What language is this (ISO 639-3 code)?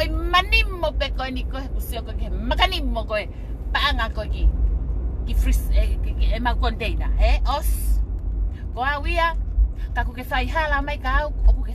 ton